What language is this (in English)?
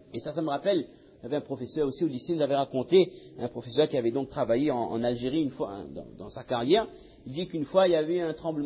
French